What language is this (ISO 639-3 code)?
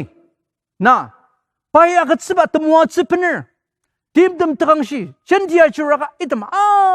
njo